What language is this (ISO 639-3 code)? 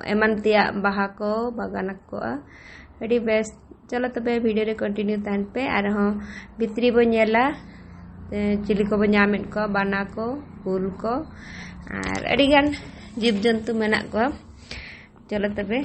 sat